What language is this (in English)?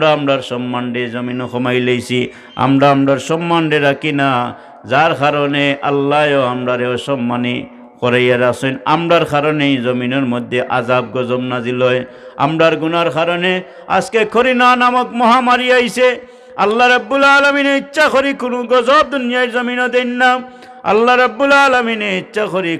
Sylheti